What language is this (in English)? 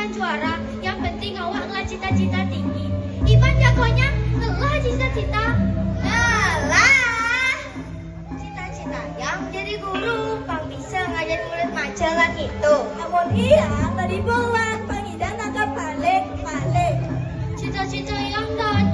Balinese